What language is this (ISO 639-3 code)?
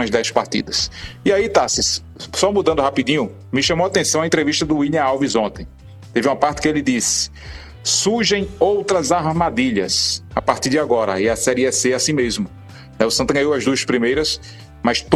por